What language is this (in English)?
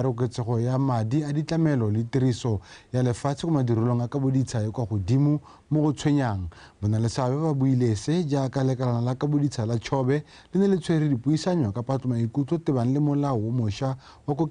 Tswana